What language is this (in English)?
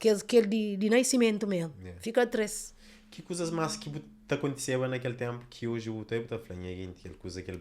Kabuverdianu